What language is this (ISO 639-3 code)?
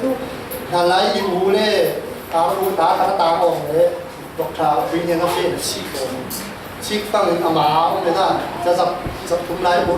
cfm